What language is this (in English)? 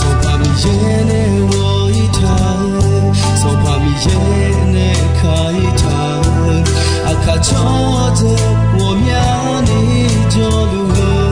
Akha